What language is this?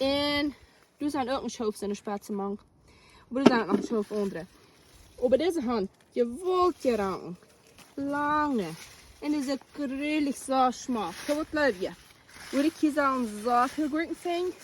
Plautdietsch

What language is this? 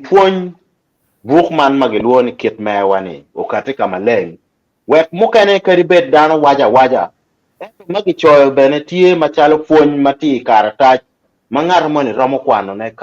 Acoli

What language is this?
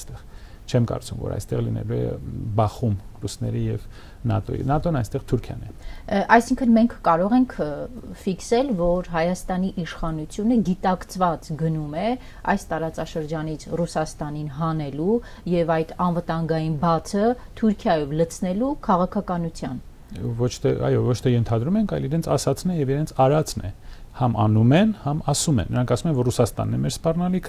Armenian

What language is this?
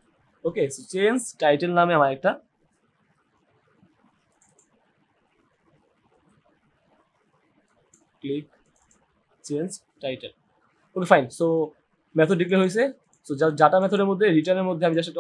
Bangla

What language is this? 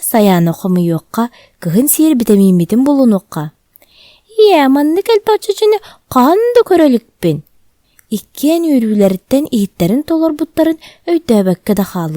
Yakut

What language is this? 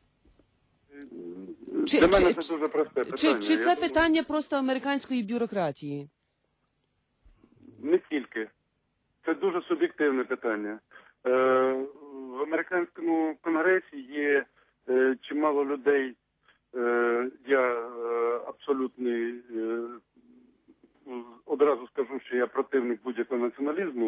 Ukrainian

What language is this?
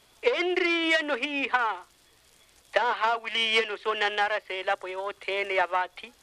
Makhuwa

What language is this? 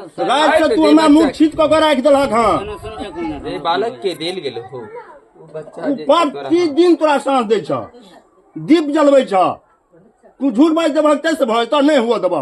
Maithili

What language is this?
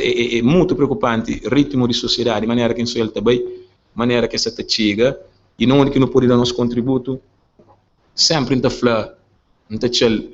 Kabuverdianu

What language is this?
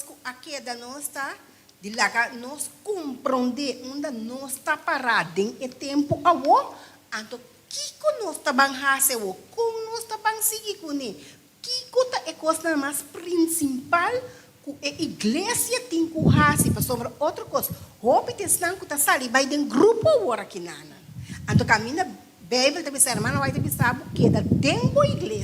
Papiamento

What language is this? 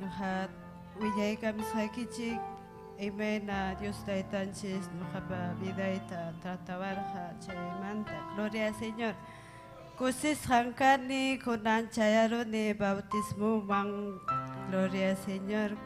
Ayacucho Quechua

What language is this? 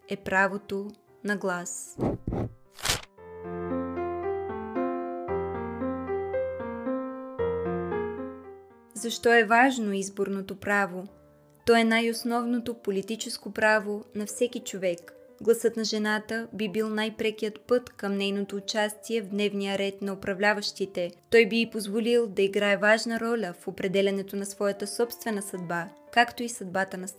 Bulgarian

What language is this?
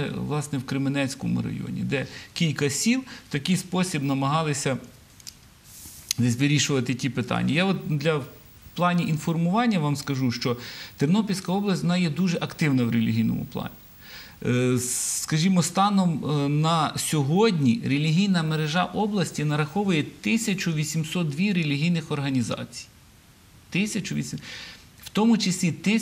Ukrainian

